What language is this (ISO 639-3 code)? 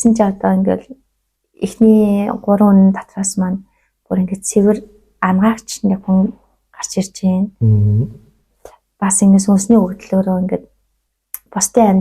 mon